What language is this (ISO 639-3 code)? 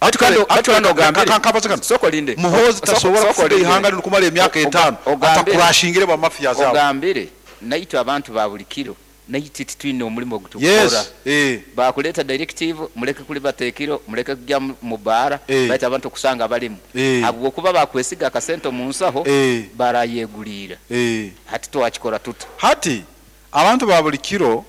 nyn